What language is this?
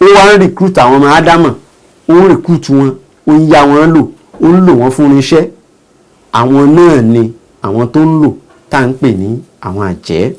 Yoruba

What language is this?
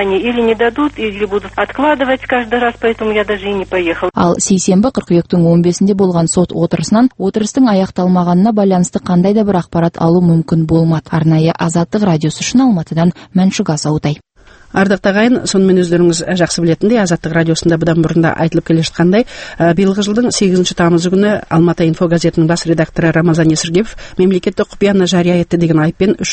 Kazakh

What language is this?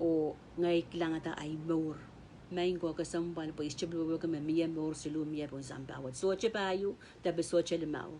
Pohnpeian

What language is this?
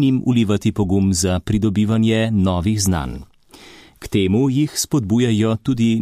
Slovenian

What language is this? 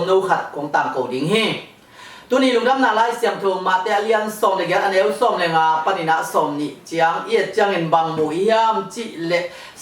Tedim Chin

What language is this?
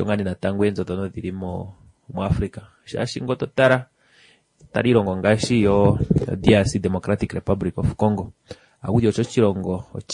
Kuanyama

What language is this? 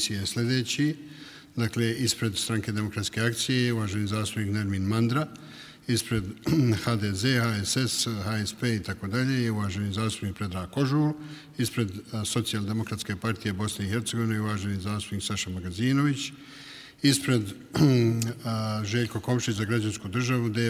Bosnian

